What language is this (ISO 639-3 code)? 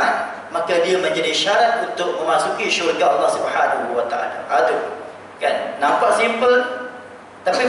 msa